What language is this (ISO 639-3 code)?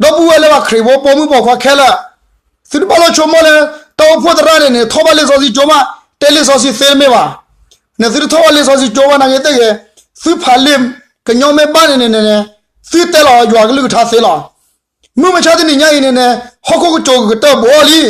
ksw